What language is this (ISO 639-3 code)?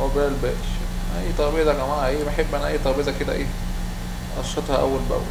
arz